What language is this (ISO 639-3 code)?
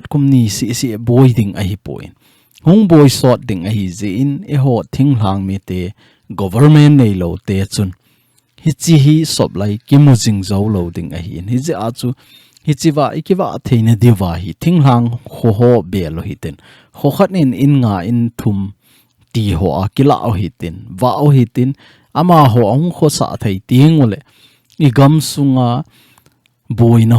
tcz